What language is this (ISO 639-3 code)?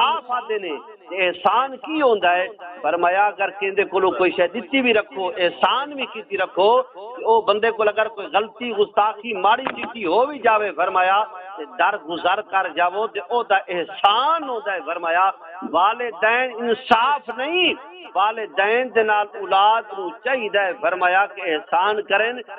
skr